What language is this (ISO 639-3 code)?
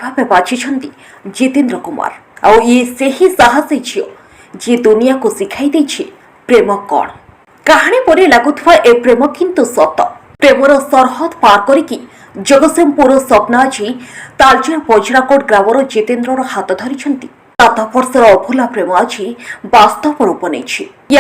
ori